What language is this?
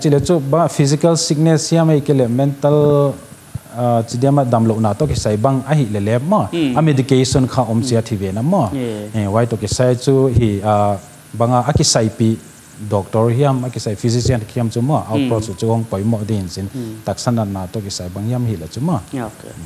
Paite Chin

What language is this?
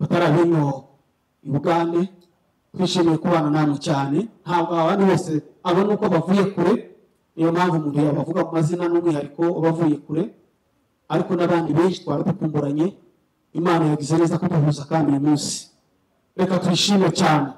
Kinyarwanda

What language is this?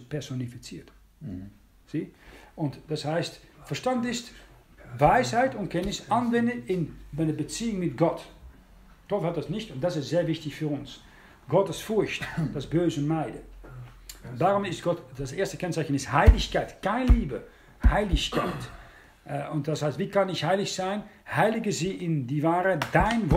German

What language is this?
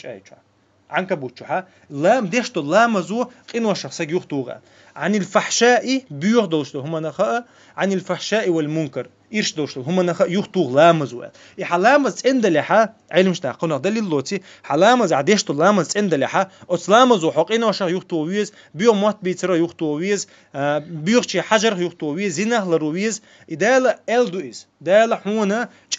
Chechen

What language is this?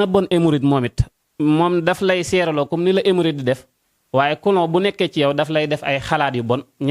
Wolof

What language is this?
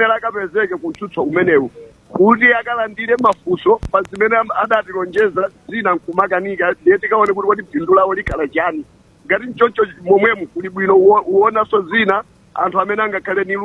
Nyanja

